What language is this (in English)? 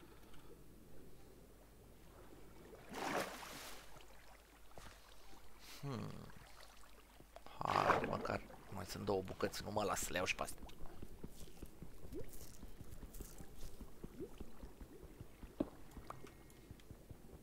Romanian